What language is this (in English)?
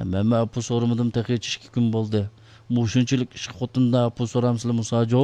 Uyghur